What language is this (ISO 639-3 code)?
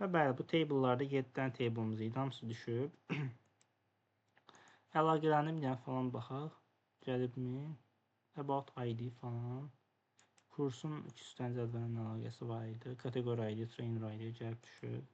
aze